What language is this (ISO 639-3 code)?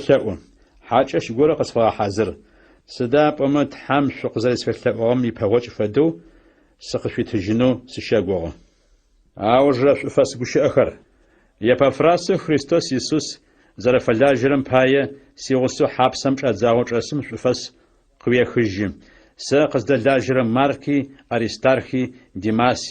ady